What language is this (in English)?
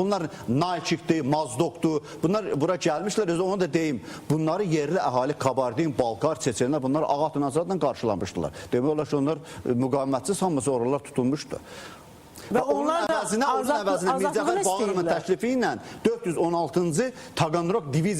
Azerbaijani